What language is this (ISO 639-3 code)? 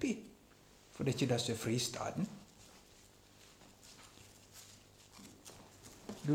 nor